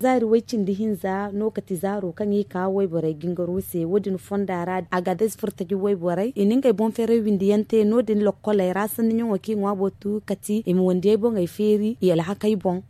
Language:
Zarma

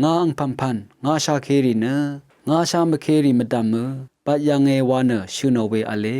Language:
Rawang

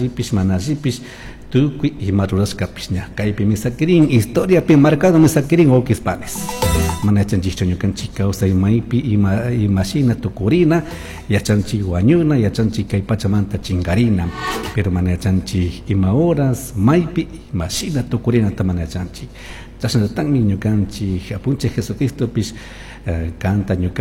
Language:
Chimborazo Highland Quichua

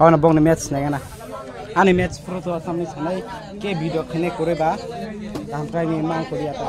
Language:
Kok Borok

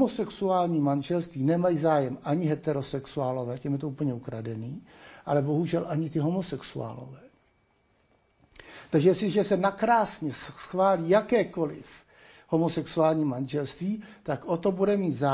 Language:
Czech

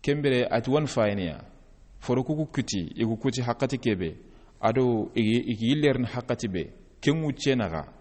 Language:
Soninke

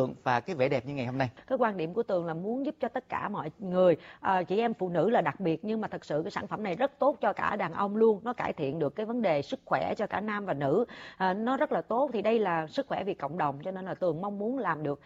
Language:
Vietnamese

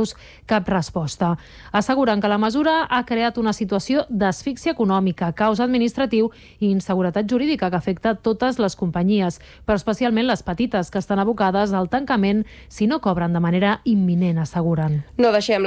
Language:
Catalan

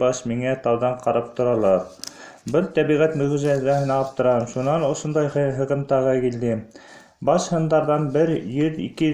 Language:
Bashkir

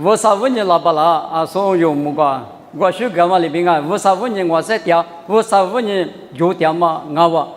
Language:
Lisu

